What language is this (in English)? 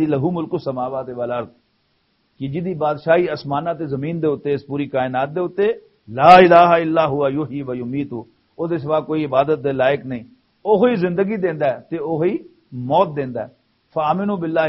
Western Panjabi